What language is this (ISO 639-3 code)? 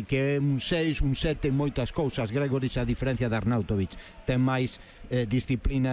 glg